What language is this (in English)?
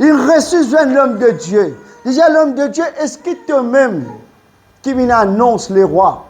Morisyen